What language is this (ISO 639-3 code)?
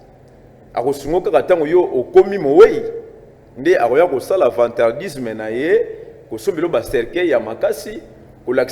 lin